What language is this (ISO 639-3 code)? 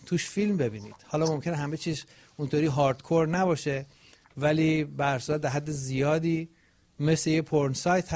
fas